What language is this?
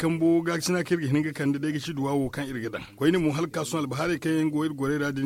Zarma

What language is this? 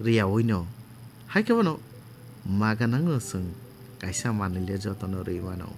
Kok Borok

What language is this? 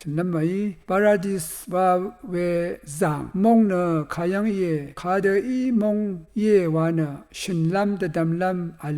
Rawang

